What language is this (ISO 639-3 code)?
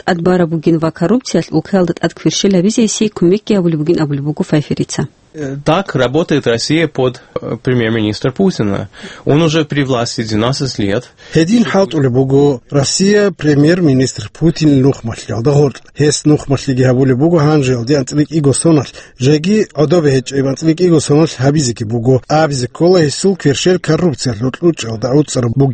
ava